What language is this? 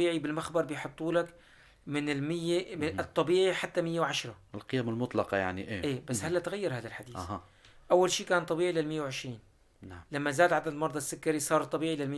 North Levantine Arabic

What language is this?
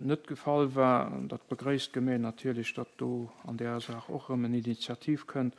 Luxembourgish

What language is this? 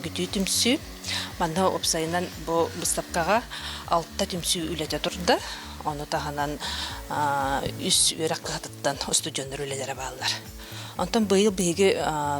Yakut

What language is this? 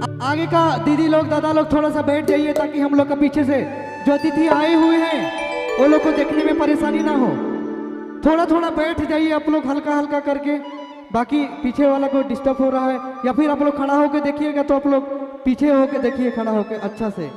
Sadri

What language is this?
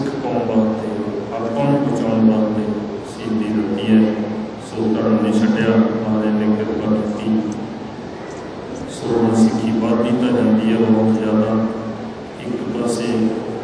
Punjabi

